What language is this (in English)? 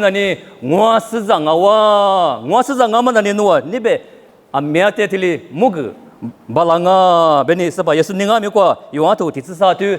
Lisu